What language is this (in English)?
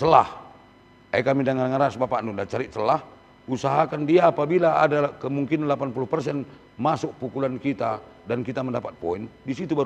Batak Karo